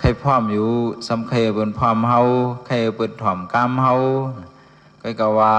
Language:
Shan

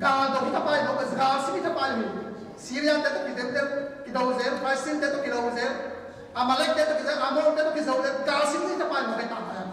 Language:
Tedim Chin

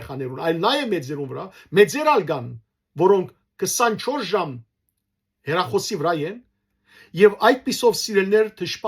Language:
Western Armenian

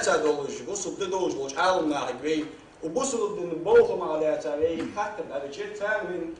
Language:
Ingush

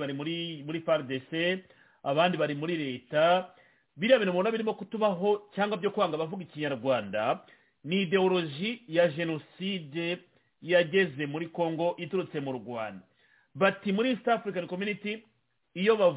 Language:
Kinyarwanda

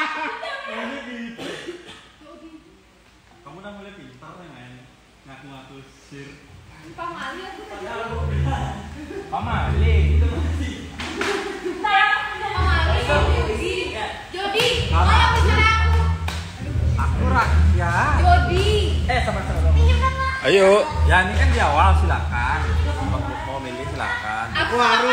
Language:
Indonesian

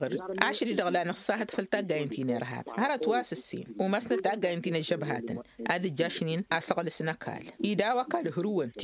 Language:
Tamasheq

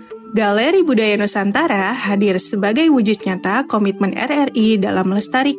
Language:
Indonesian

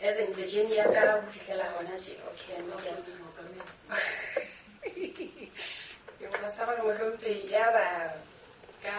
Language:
Southern Sotho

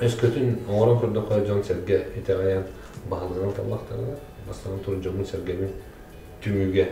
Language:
Yakut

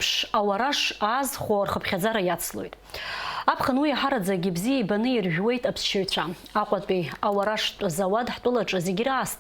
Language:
Abkhazian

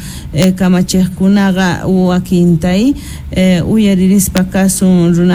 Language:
Quechua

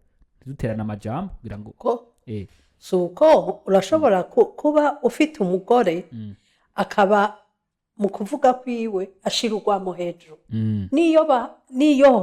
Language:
Rundi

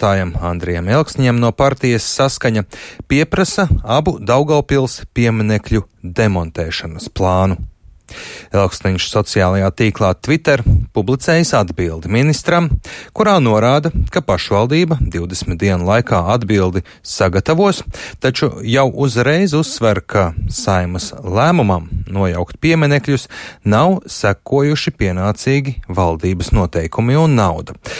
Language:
Latvian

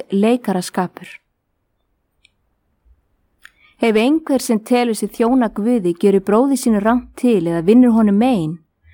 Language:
Icelandic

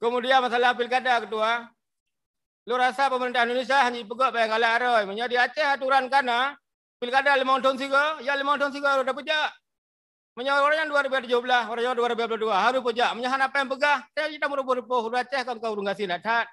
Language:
Achinese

